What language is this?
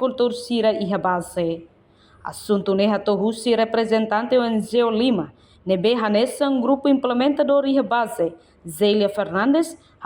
Tetum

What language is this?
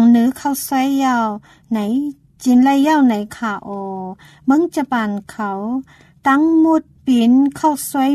Thai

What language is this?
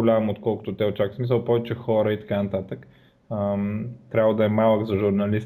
Bulgarian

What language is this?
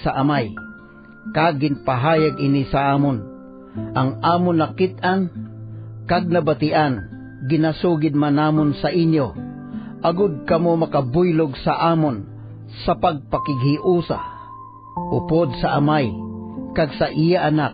Hiligaynon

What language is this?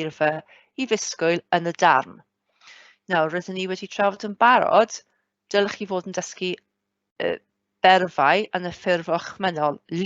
Welsh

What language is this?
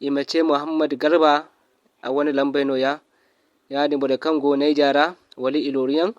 Zarma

